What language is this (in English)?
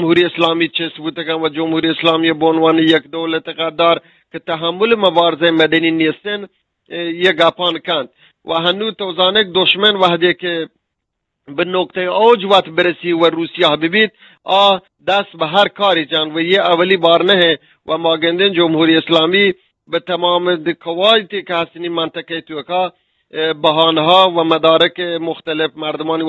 Eastern Balochi